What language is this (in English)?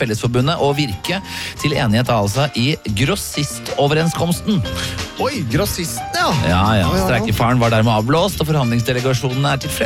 Norwegian